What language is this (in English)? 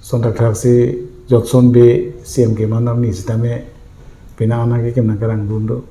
Karbi